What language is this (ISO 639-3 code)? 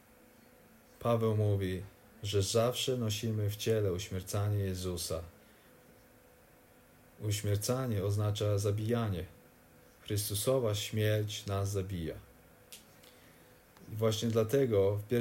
pol